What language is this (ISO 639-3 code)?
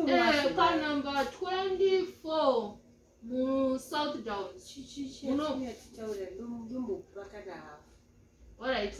sna